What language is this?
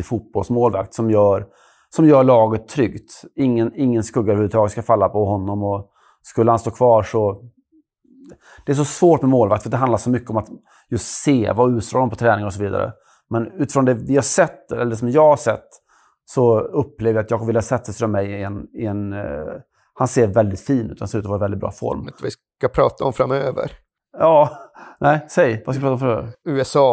Swedish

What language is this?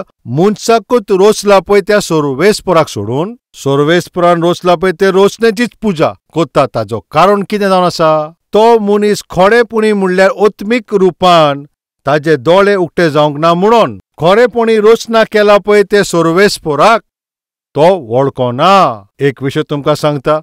Konkani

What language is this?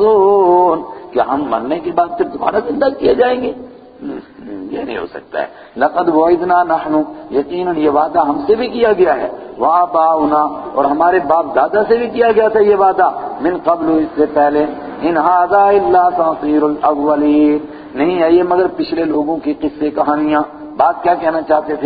Urdu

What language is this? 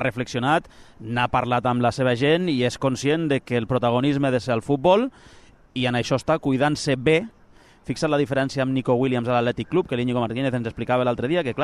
Catalan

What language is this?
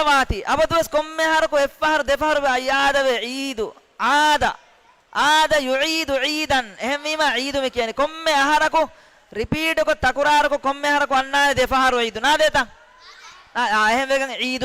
Divehi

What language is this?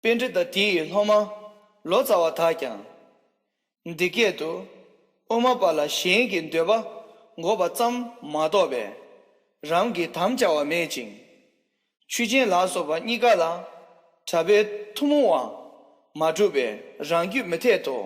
Tibetan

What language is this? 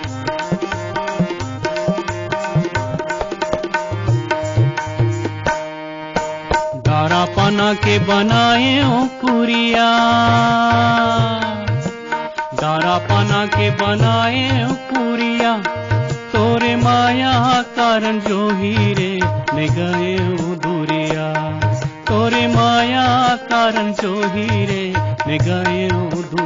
Chhattisgarhi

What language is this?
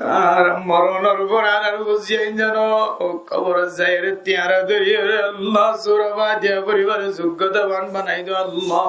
Rohingya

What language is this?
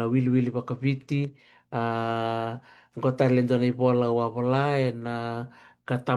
Fijian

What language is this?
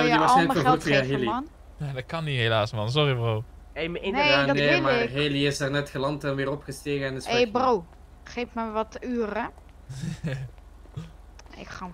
Dutch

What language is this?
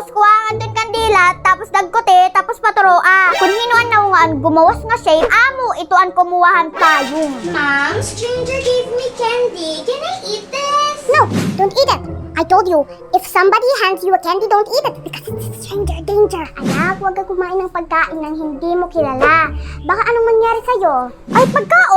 Waray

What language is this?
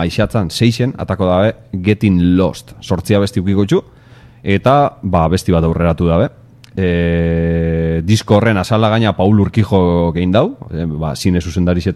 Basque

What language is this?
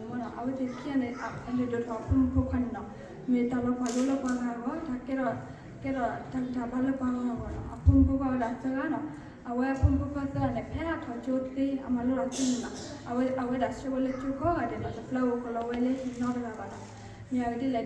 S'gaw Karen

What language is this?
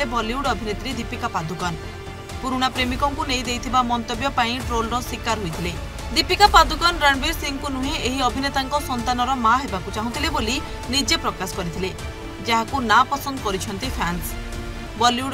Odia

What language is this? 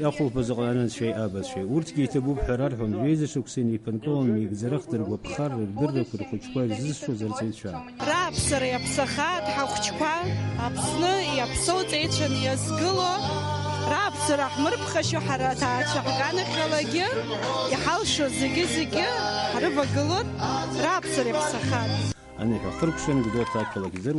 Abkhazian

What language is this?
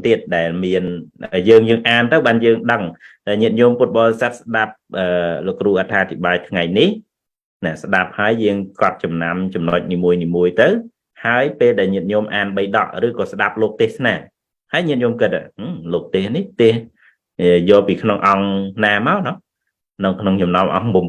Khmer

